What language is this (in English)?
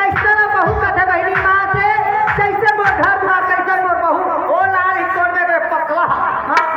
Chhattisgarhi